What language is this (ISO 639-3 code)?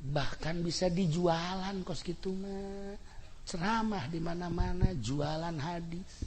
sun